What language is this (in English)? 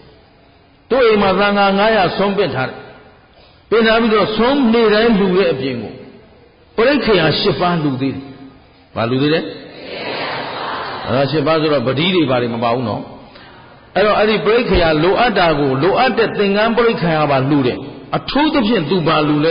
Burmese